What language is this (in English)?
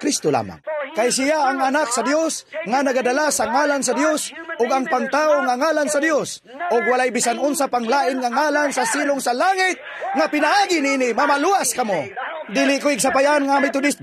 Cebuano